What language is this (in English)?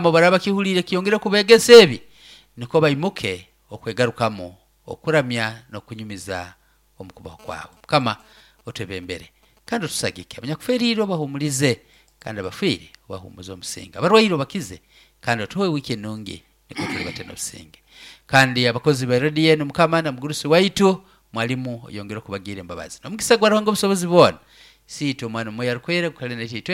Nyoro